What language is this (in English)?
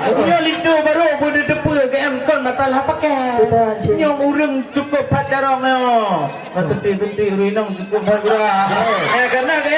Achinese